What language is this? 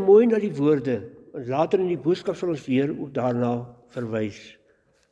Afrikaans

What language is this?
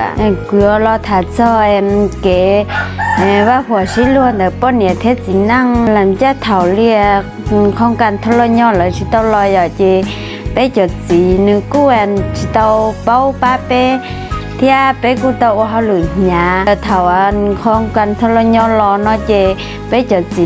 Hmong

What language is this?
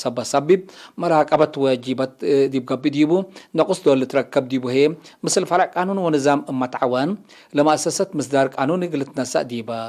Tigre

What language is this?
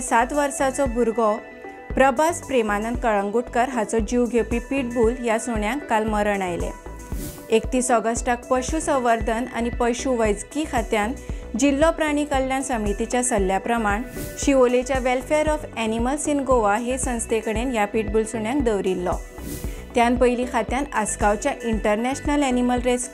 Konkani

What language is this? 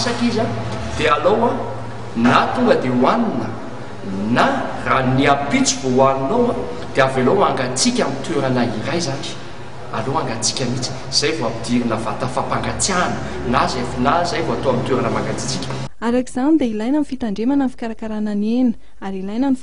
Malagasy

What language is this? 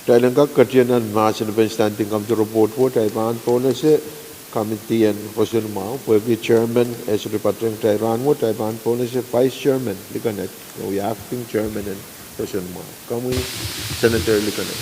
Pohnpeian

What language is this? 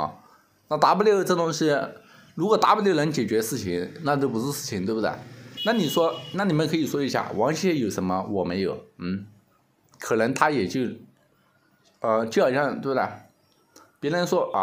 Chinese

